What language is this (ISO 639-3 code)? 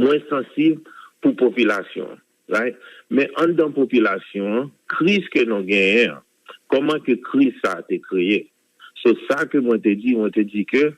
hat